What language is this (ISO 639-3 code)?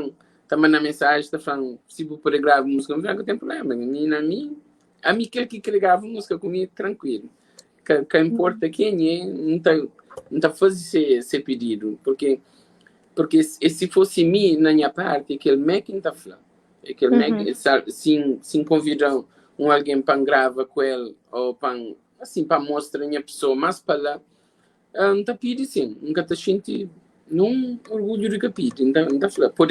kea